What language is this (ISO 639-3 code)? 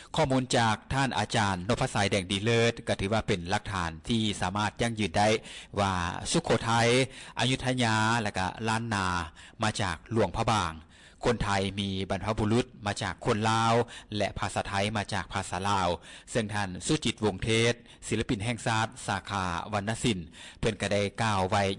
lao